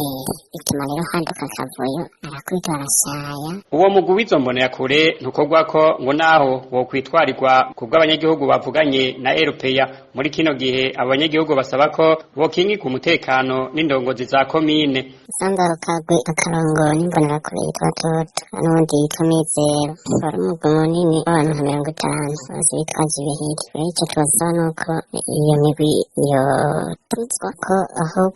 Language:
Rundi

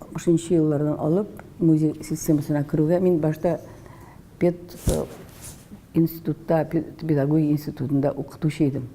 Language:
Tatar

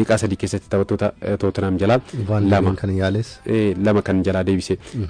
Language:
Oromo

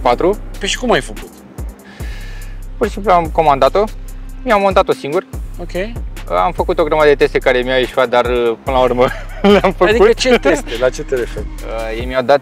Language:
Romanian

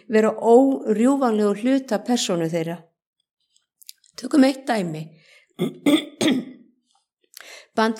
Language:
Icelandic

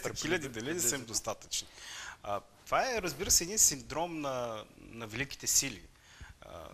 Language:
Bulgarian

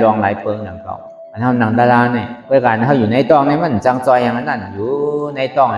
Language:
Shan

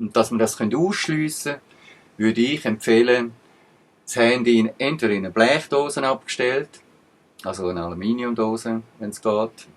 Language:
Swiss German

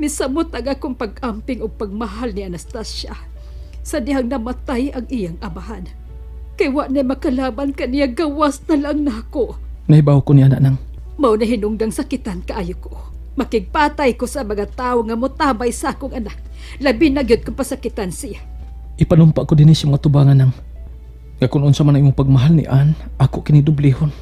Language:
Cebuano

